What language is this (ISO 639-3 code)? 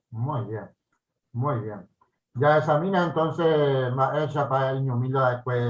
grn